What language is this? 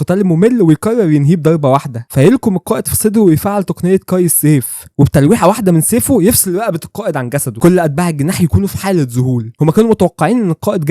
Egyptian Arabic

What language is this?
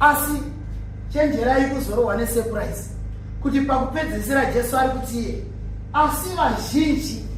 Shona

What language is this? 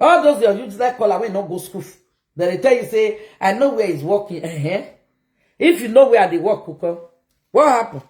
Nigerian Pidgin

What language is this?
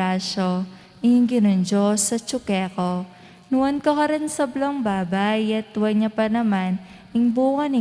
Pampanga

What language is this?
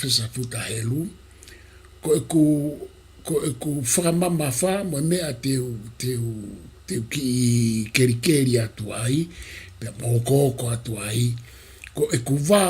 Tongan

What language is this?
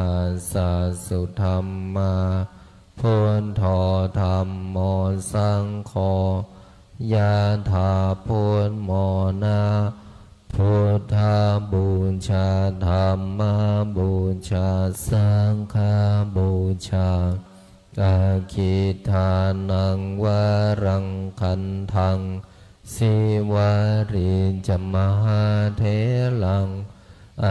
Pali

